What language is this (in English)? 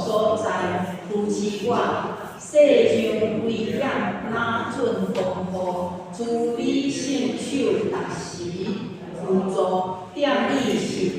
Min Nan Chinese